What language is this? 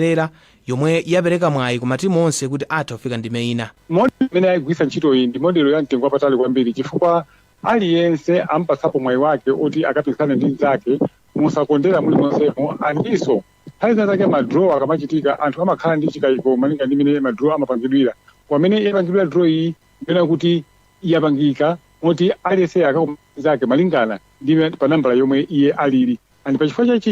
Nyanja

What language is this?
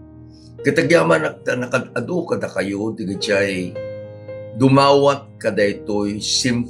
Iloko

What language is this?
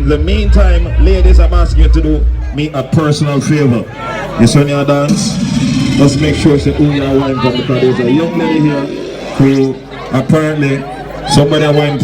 Jamaican Creole English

